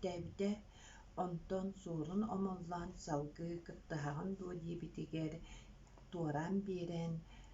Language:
Yakut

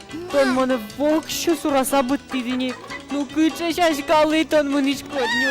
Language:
Udmurt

